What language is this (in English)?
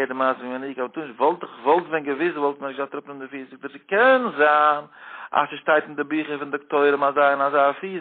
Yiddish